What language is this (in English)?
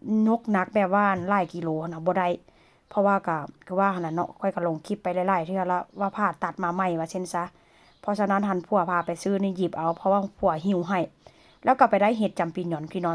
Lao